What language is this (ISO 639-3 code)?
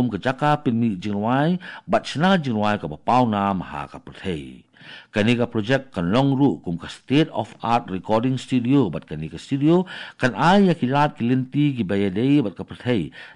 kha